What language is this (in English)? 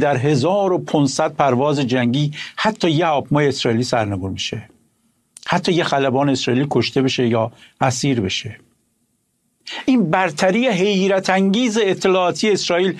Persian